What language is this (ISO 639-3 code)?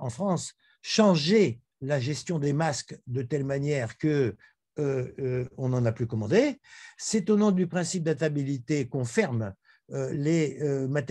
fra